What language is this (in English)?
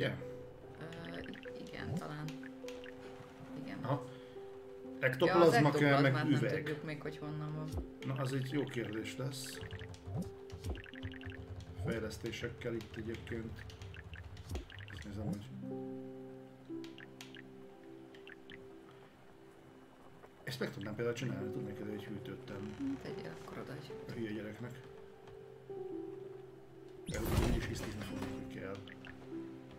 Hungarian